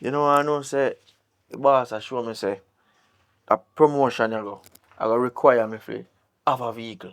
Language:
Jamaican Creole English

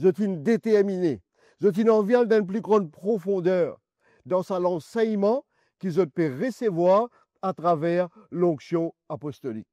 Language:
Morisyen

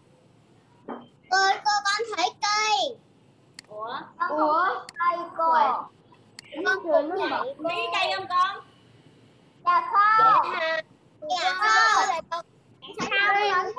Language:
Vietnamese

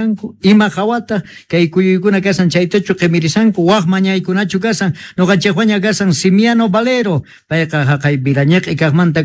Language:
South Bolivian Quechua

